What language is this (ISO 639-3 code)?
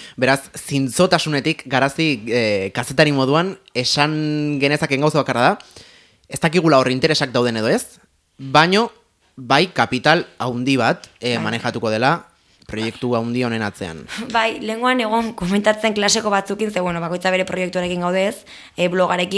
eus